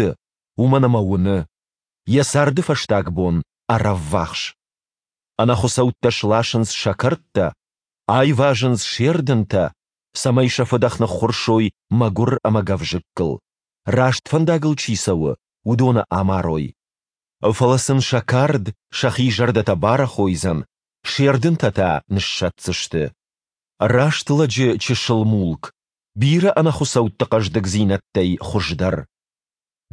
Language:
Ossetic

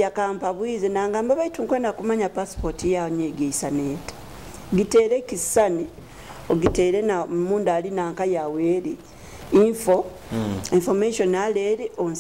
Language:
Nyoro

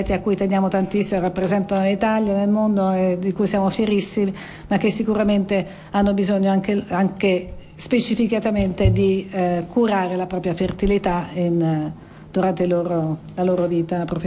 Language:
Italian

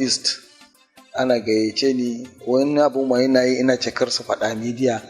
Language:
Hausa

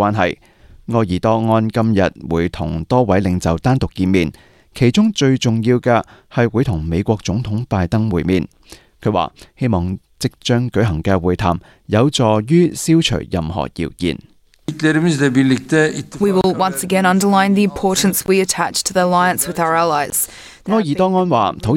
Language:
Cantonese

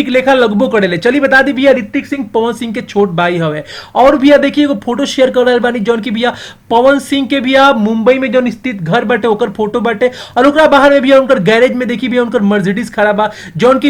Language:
Bhojpuri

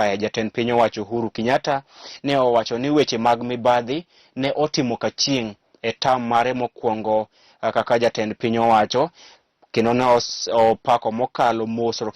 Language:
Luo (Kenya and Tanzania)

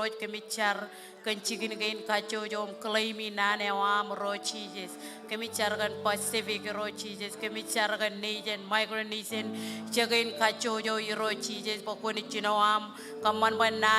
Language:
Marshallese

